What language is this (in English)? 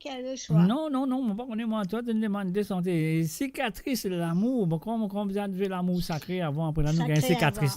Morisyen